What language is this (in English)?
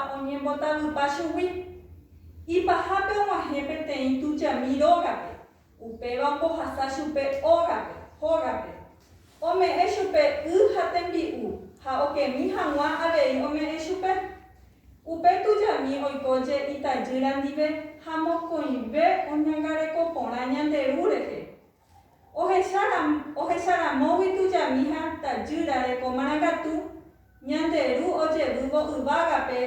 Guarani